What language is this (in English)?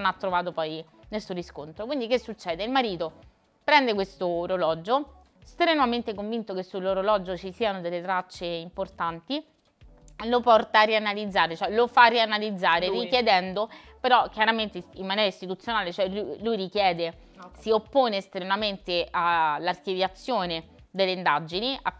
Italian